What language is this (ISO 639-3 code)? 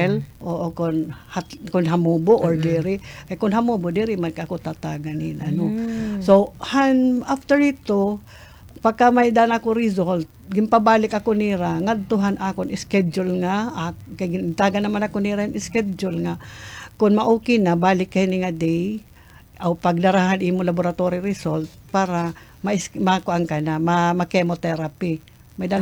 war